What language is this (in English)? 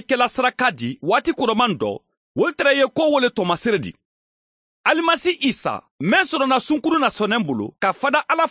Mandingo